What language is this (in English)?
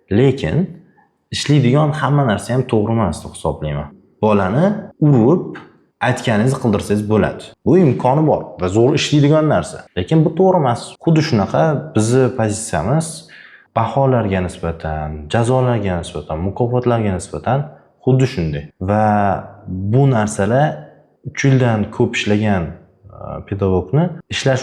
Uzbek